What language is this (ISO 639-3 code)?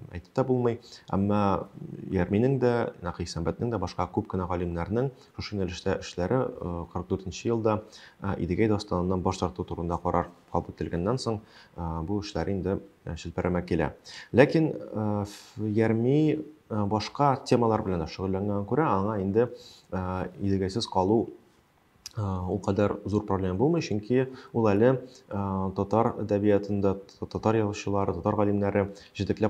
tat